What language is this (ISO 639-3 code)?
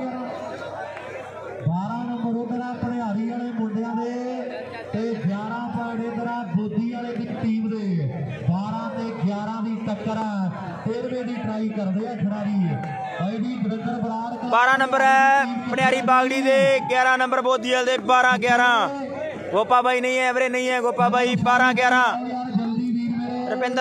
pan